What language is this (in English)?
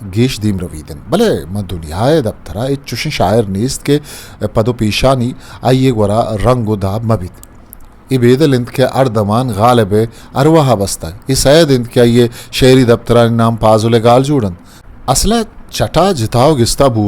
Eastern Balochi